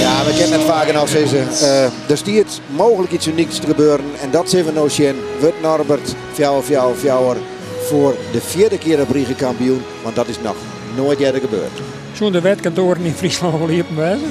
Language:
Western Frisian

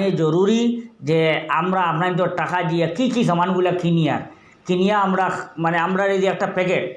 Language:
Sylheti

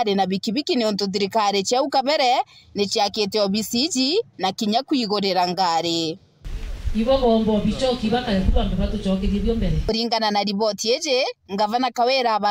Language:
Meru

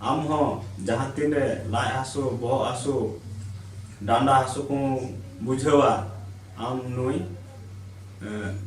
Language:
Santali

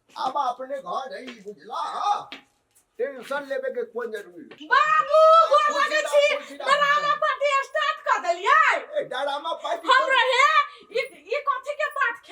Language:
Maithili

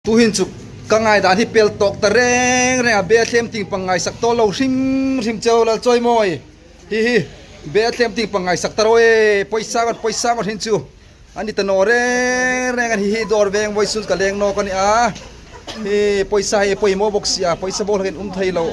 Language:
Hmar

